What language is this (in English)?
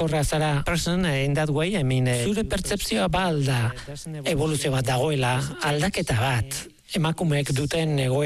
Basque